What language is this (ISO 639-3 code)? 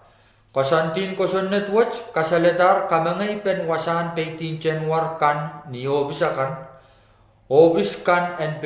pon